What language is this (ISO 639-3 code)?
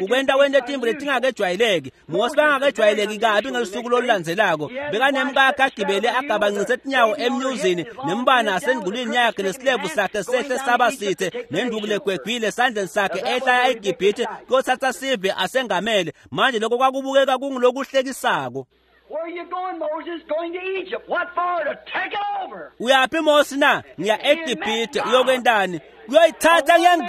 ssw